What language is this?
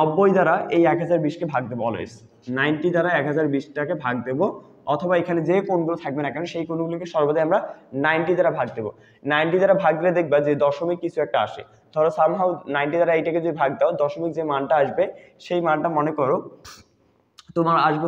Bangla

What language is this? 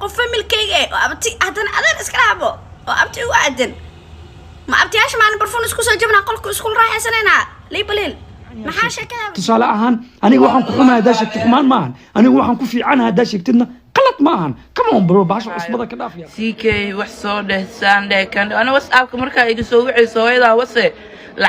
Somali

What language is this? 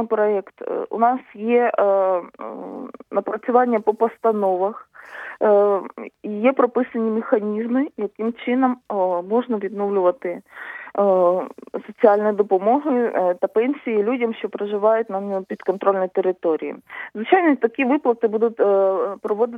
Ukrainian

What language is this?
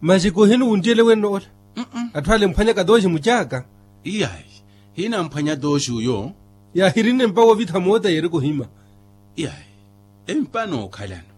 Makhuwa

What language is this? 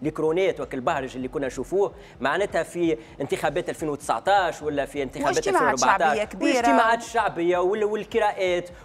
Tunisian Arabic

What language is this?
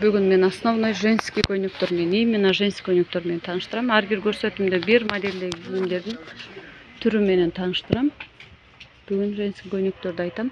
Kyrgyz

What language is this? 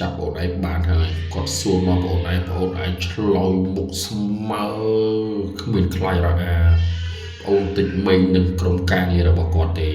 Khmer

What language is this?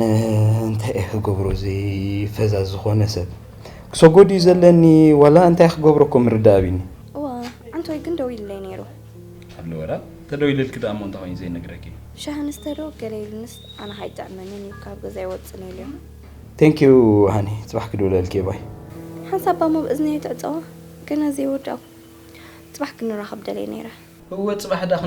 Tigrinya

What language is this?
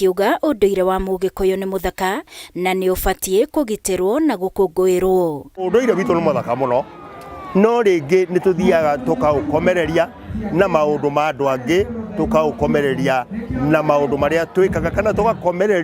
Kikuyu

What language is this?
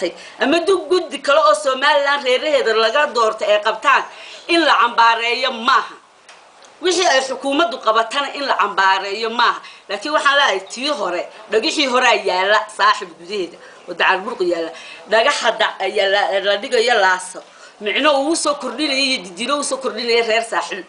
Somali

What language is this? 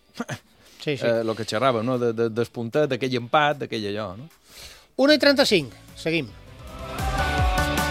Catalan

